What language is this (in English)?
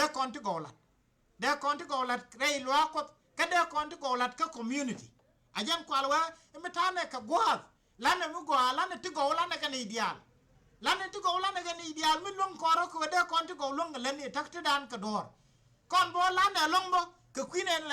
Nuer